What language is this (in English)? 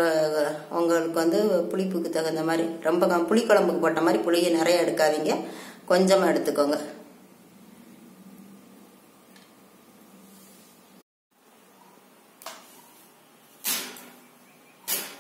Tamil